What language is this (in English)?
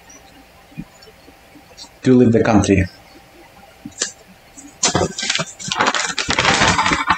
English